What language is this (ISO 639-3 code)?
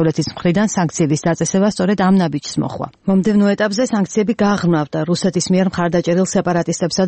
kat